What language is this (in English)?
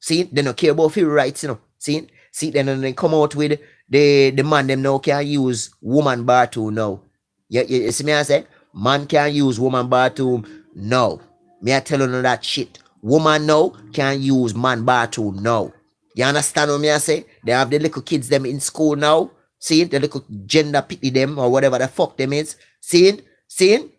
Jamaican Creole English